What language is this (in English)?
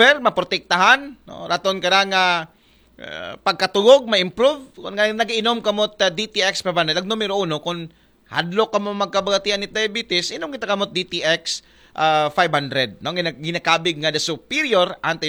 Aklanon